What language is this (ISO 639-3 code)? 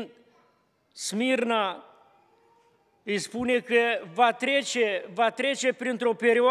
ron